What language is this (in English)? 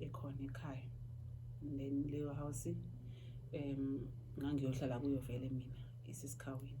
Zulu